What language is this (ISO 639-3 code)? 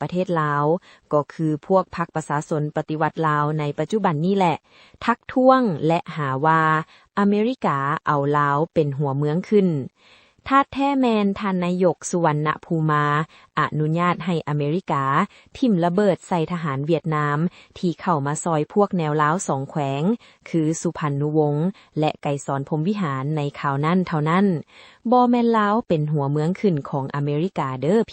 lao